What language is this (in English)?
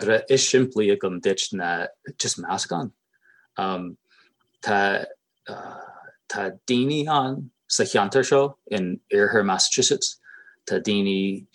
Irish